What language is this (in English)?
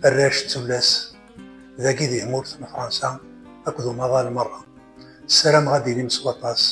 Kabyle